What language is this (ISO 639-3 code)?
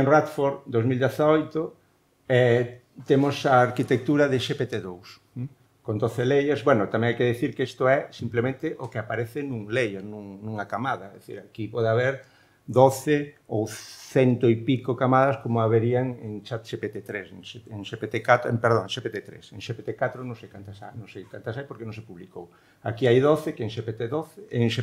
glg